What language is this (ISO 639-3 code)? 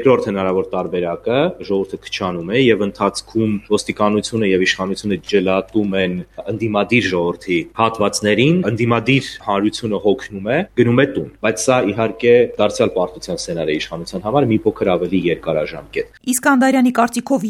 hye